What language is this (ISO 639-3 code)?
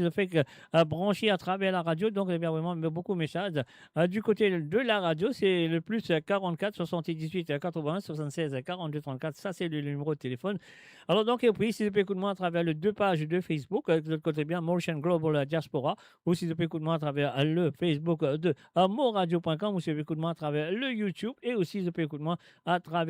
mfe